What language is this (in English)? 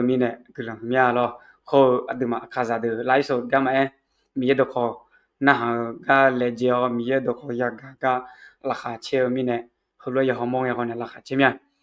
Akha